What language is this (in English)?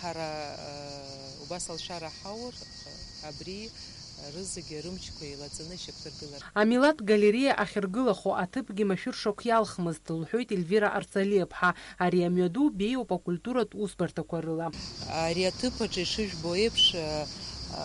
Abkhazian